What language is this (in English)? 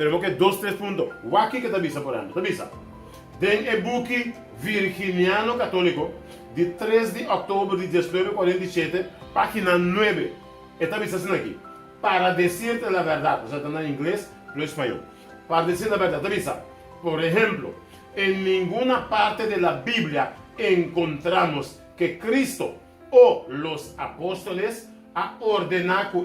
Papiamento